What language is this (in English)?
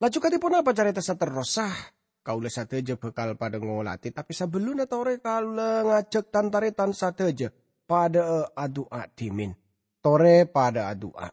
Madurese